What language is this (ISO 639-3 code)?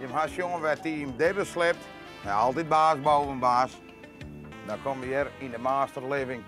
fry